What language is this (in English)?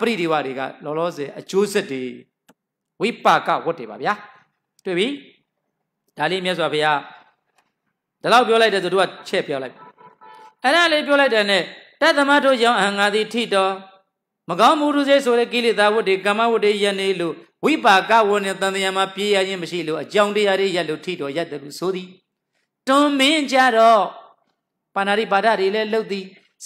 Burmese